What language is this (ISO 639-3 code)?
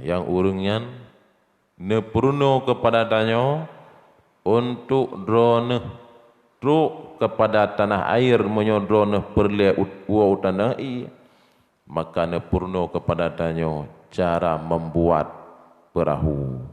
ace